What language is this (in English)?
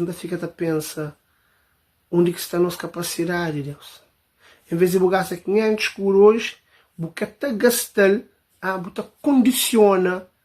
Kabuverdianu